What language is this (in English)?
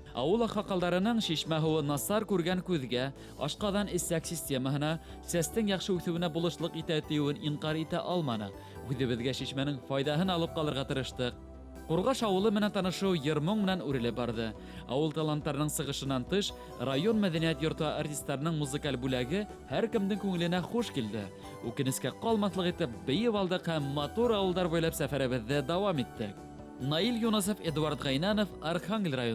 Bashkir